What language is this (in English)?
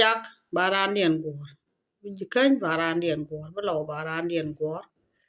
Nuer